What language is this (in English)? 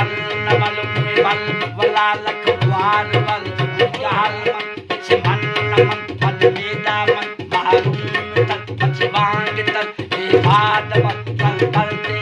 Saraiki